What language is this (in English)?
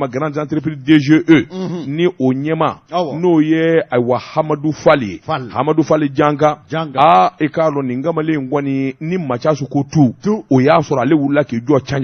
Bambara